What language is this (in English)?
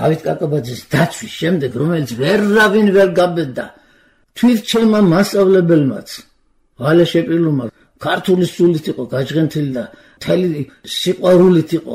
Georgian